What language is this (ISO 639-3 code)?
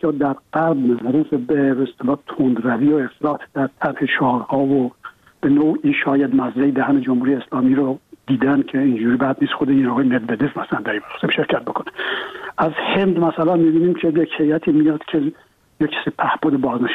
fas